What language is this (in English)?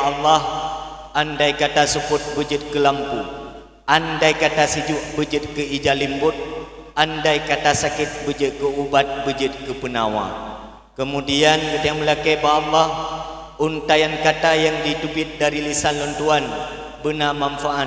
Achinese